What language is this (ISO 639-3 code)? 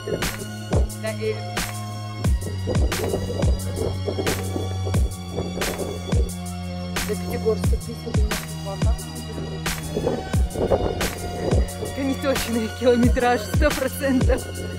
rus